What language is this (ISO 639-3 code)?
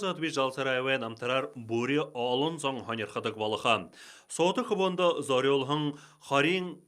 bua